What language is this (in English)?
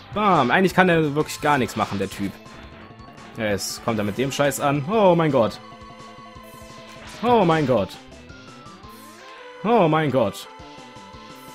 German